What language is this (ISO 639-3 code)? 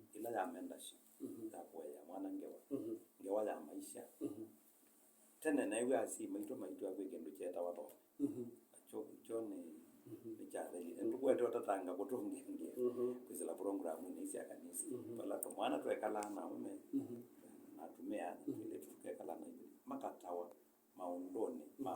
kam